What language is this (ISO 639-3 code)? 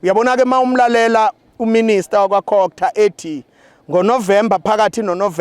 zul